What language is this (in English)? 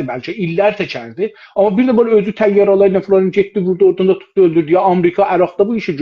South Azerbaijani